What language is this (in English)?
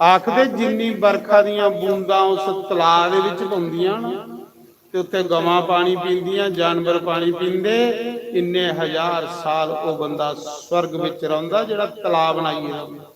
Dogri